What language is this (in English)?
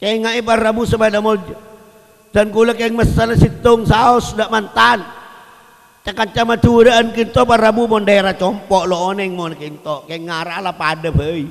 Madurese